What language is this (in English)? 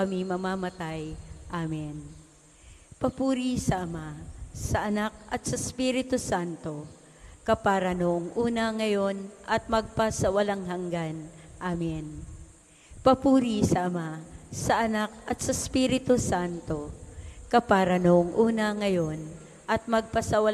Filipino